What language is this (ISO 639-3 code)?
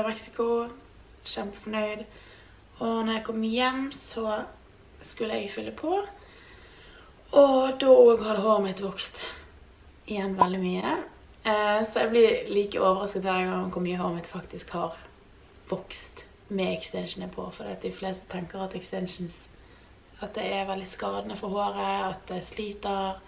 nor